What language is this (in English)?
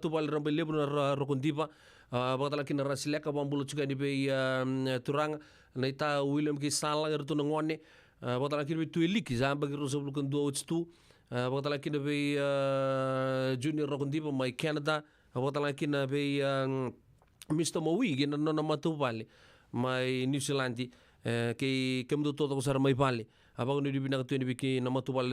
Fijian